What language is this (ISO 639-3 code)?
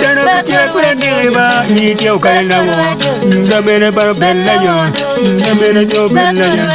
ach